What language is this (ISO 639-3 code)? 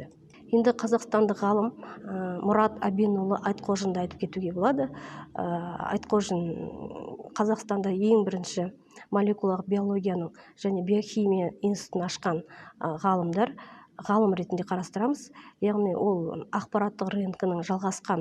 kaz